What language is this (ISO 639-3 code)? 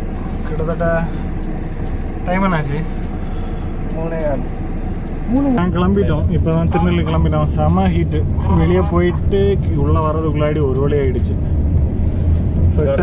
tam